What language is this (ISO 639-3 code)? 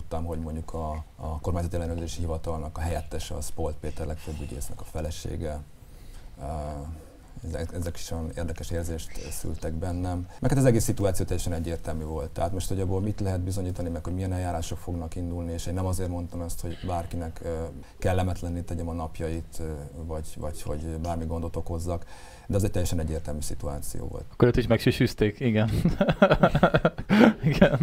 hun